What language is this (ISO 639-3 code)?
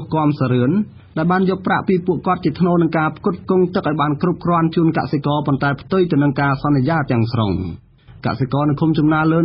khm